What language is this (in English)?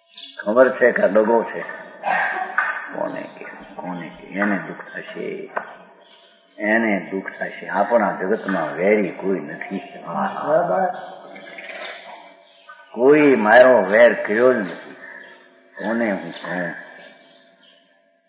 Gujarati